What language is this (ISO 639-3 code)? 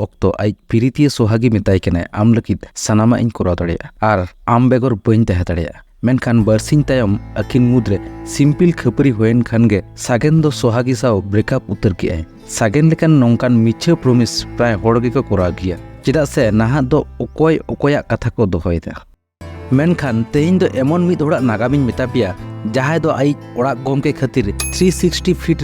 sat